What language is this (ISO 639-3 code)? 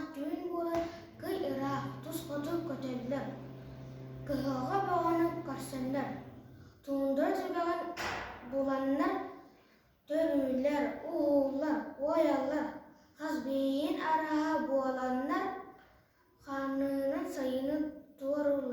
sah